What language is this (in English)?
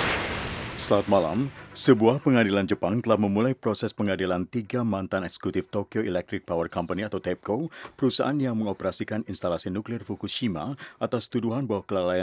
Indonesian